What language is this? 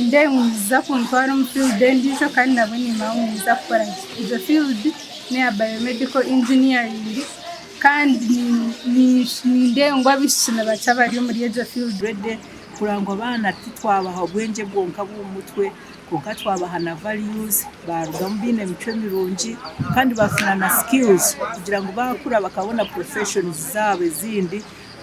Nyankole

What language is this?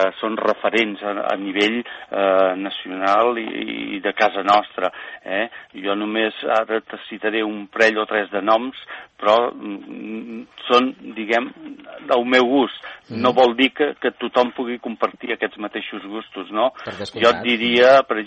Catalan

